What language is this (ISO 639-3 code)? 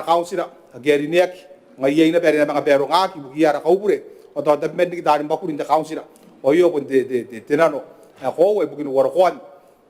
gil